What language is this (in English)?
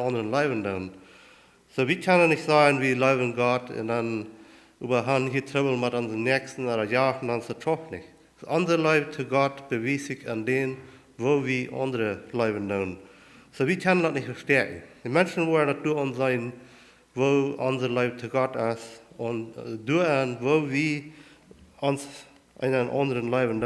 Plautdietsch